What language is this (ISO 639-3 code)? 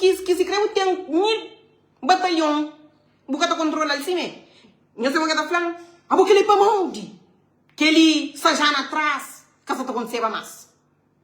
kea